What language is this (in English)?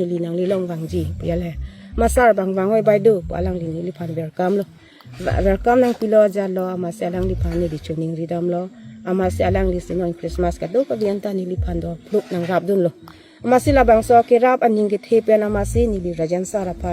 Karbi